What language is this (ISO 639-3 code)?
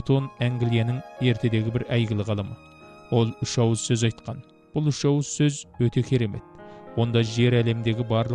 kaz